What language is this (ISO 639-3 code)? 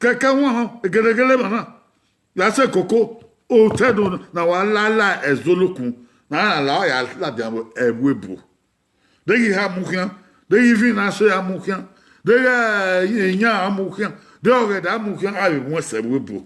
bin